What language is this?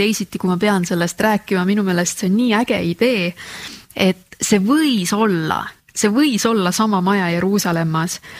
Estonian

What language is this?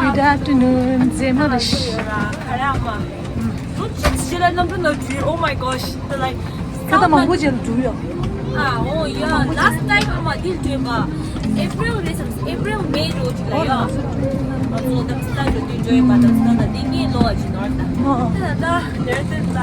Tibetan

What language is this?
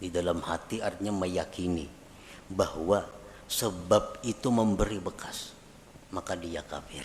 Banjar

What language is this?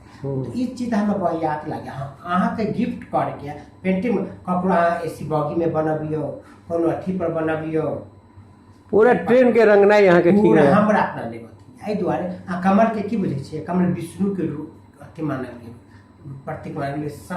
Maithili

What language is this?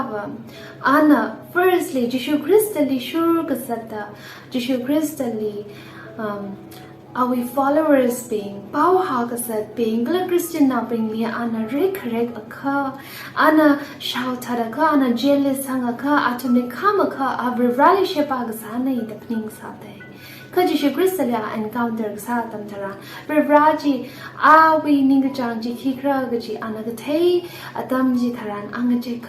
Tangkhul Naga (India)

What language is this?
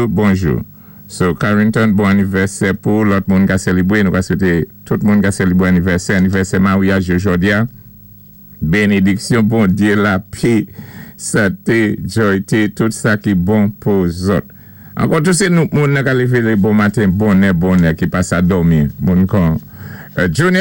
Saint Lucian Creole French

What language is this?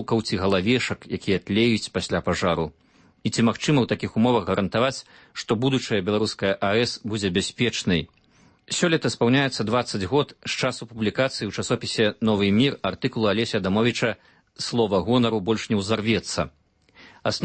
Belarusian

